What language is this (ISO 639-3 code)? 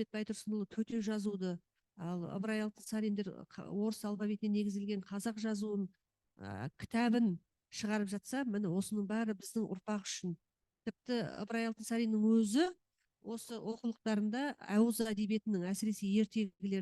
kaz